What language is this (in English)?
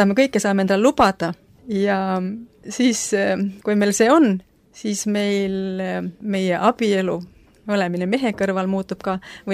Estonian